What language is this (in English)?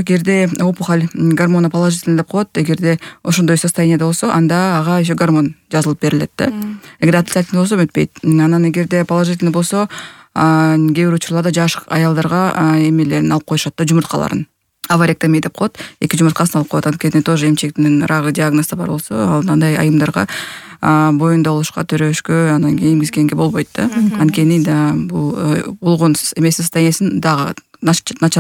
Kyrgyz